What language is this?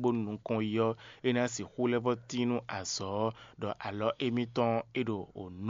Fon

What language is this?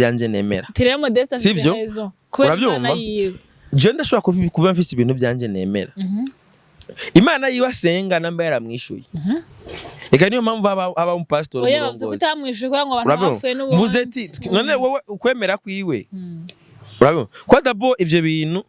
Rundi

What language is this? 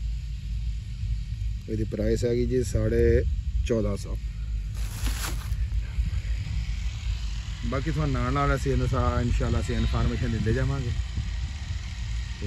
Punjabi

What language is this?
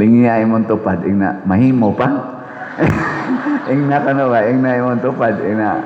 Cebuano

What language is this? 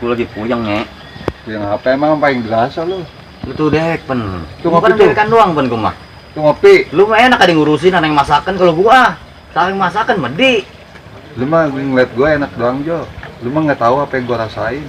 Betawi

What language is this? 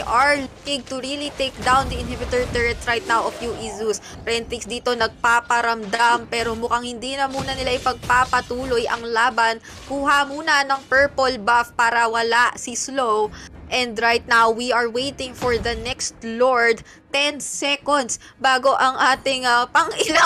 Filipino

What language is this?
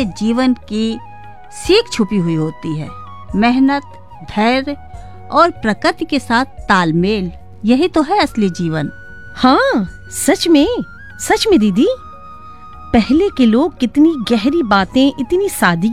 Hindi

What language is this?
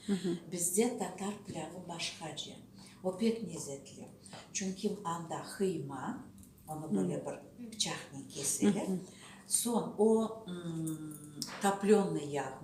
Crimean Tatar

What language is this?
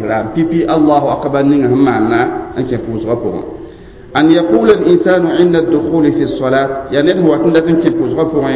Mossi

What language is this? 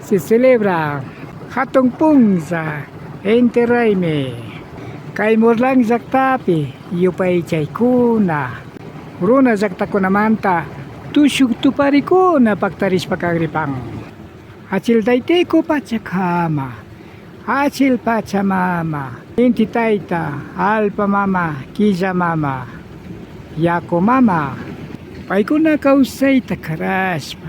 Imbabura Highland Quichua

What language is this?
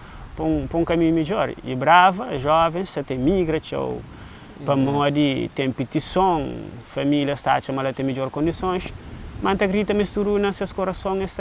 Kabuverdianu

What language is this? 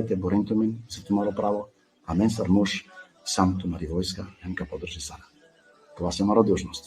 Balkan Romani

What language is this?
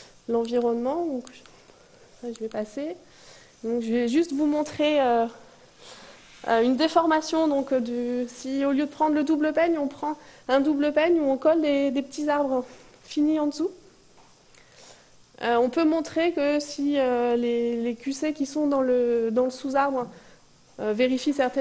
French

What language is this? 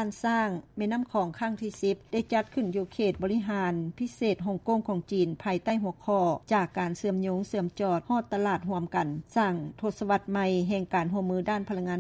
Lao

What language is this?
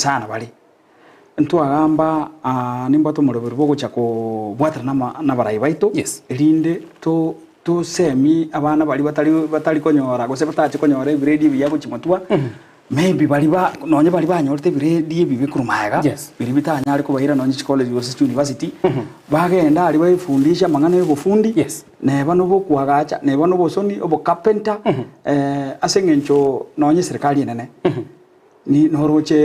Gusii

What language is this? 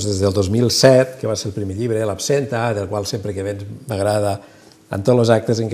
Catalan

